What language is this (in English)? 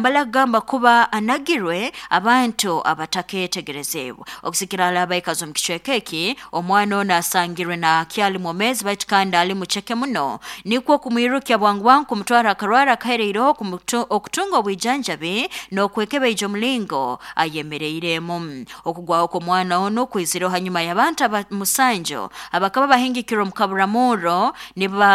Nyoro